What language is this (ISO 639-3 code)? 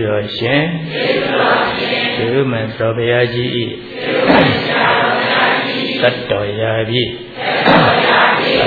mya